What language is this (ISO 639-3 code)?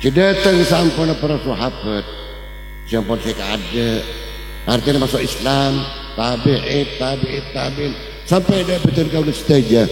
mad